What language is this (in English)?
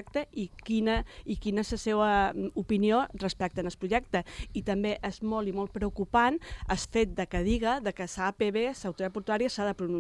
Catalan